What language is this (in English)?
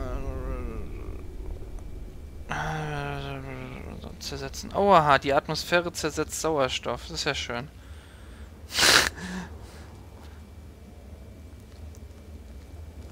German